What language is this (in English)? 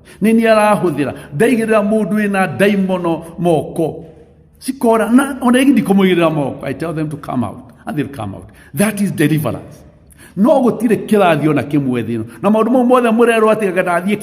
Kikuyu